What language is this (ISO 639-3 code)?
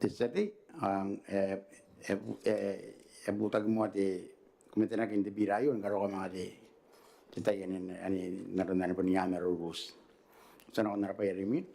gil